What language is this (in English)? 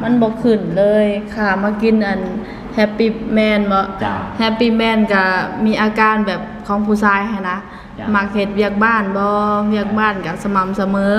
Lao